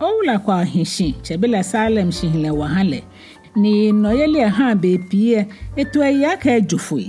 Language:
Ga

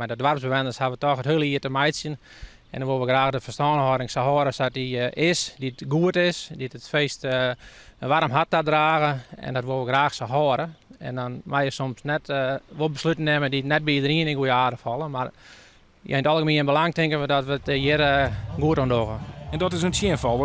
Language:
Western Frisian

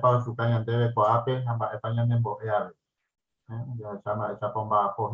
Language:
Guarani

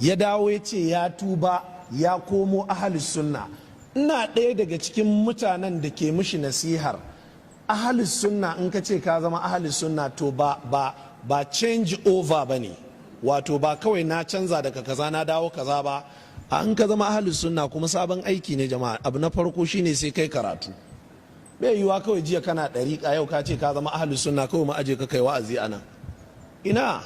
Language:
Hausa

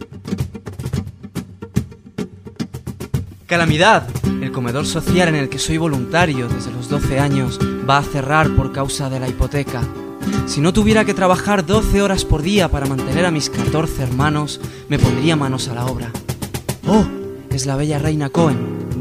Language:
Spanish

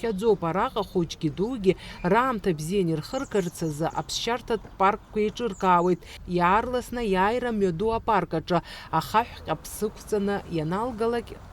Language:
Abkhazian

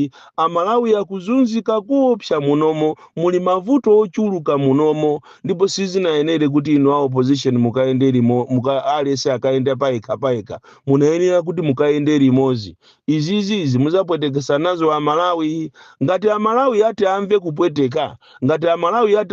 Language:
Nyanja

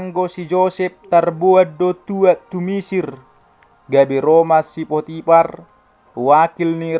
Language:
Batak Toba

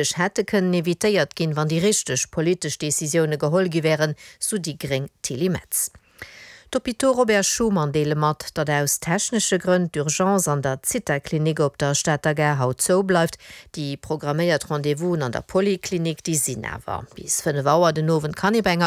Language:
Luxembourgish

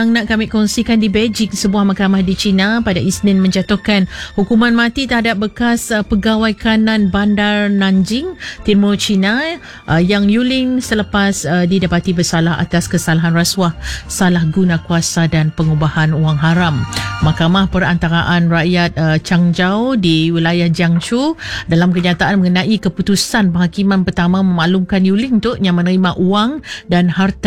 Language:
Malay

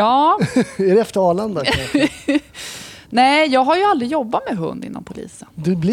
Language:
Swedish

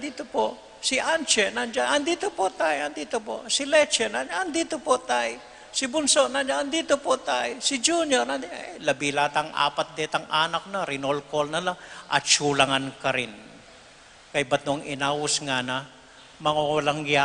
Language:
Pampanga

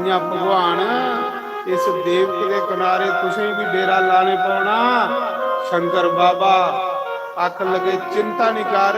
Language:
Dogri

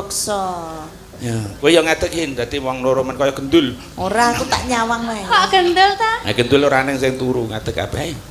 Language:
Javanese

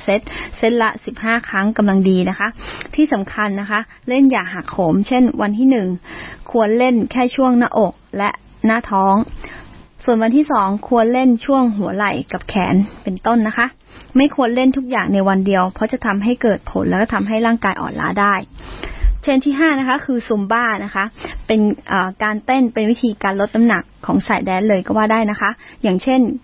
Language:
Thai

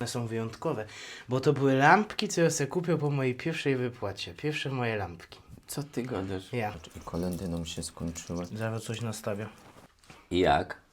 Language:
Silesian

